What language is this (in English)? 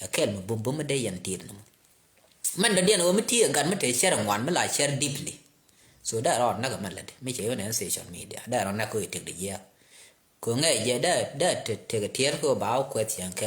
Nuer